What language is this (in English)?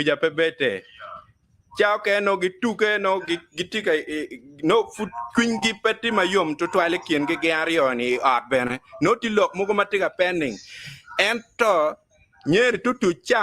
Acoli